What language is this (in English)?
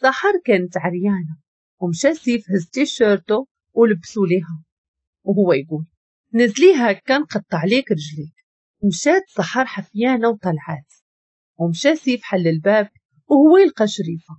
Moroccan Arabic